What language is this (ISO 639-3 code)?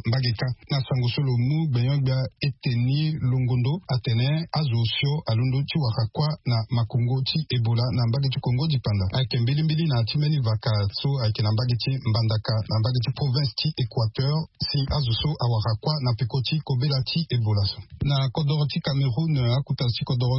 sag